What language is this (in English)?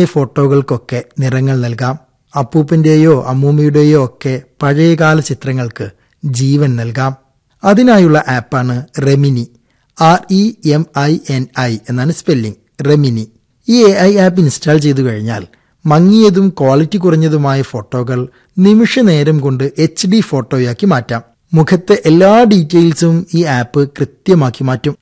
Malayalam